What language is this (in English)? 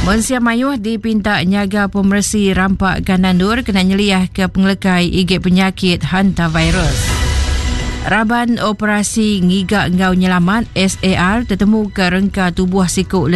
Iban